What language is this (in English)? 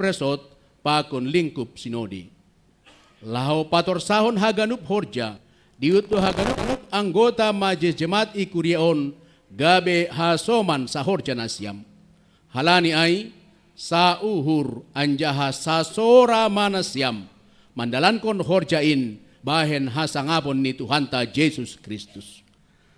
Batak Simalungun